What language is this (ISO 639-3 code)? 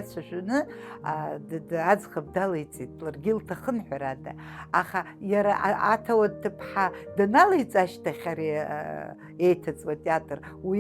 abk